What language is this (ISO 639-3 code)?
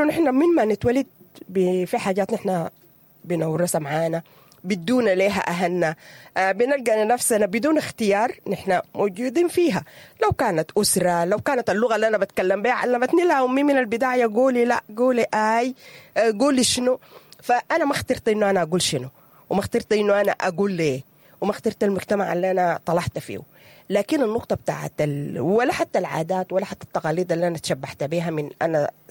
apd